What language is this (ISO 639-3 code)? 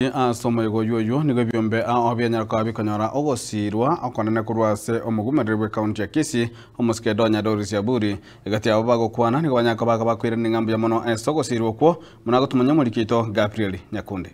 guz